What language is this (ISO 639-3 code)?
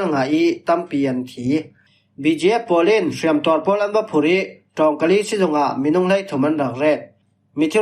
cfm